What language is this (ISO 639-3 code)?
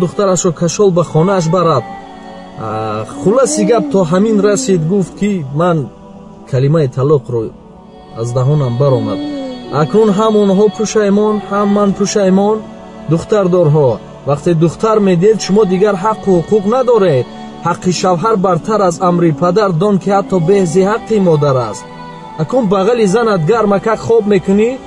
tgk